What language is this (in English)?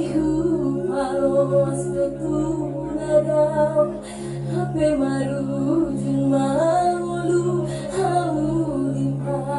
Batak Toba